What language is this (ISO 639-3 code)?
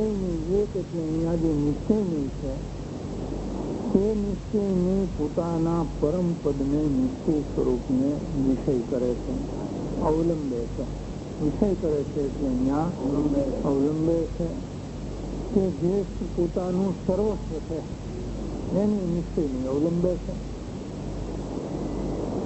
guj